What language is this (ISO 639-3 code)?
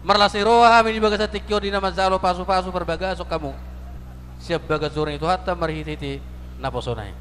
bbc